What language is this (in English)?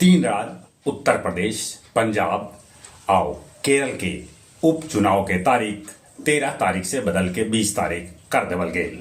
Magahi